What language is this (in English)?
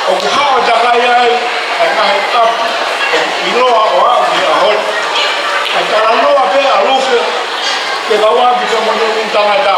Tongan